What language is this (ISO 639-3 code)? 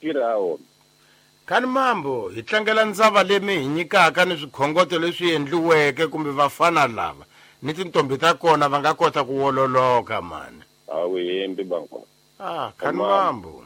tso